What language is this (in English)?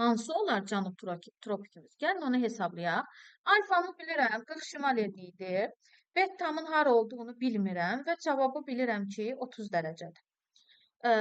Azerbaijani